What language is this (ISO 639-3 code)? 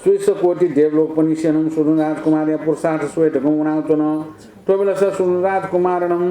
new